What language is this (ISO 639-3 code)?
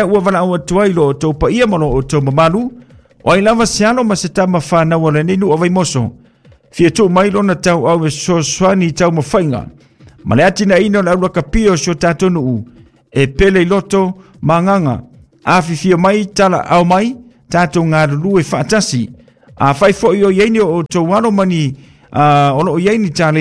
smo